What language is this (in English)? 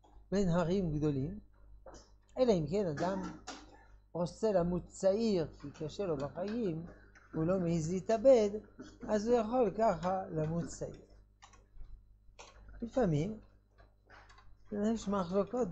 Hebrew